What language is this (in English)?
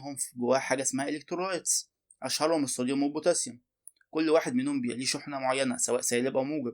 Egyptian Arabic